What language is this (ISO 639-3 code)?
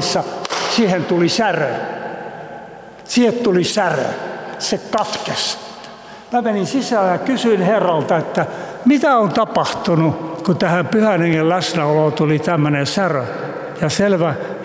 fin